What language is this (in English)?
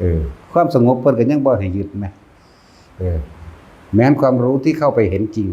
Northeastern Thai